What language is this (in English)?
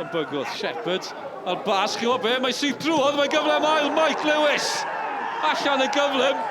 Welsh